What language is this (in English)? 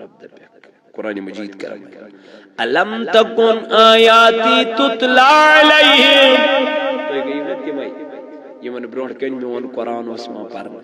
Kashmiri